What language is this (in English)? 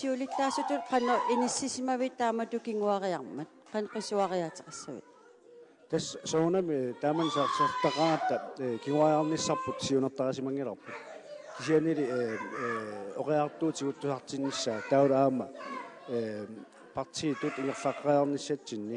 Kalaallisut